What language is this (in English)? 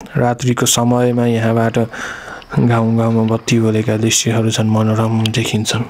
Nepali